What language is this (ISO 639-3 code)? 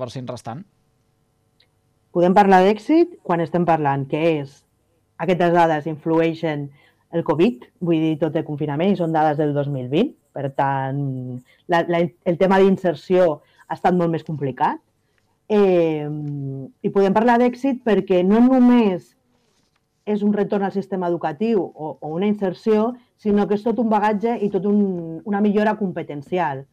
cat